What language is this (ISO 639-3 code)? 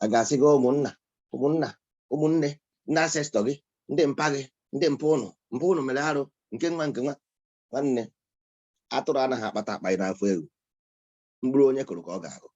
ibo